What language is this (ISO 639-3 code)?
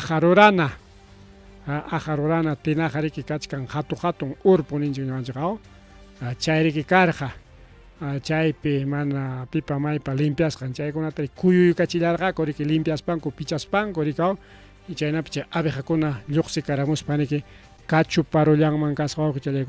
quy